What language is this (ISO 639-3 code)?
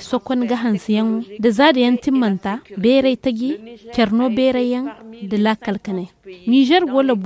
dje